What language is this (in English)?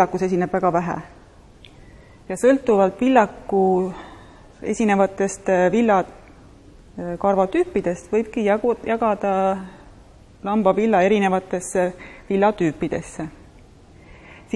Estonian